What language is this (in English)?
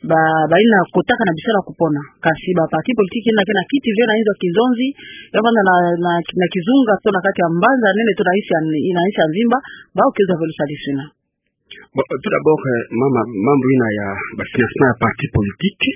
Kituba (Democratic Republic of Congo)